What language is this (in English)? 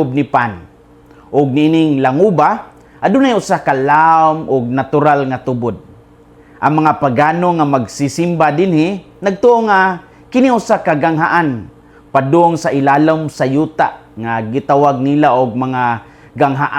Cebuano